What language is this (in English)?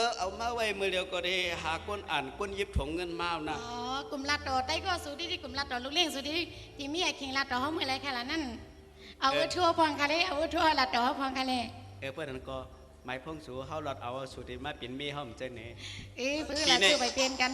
Shan